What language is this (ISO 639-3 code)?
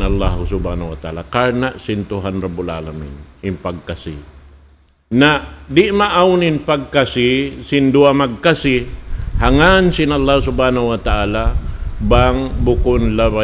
tsg